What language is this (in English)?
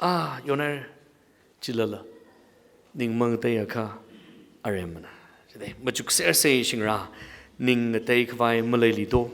Tangkhul Naga (India)